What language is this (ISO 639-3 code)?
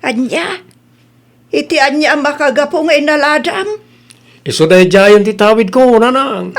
ilo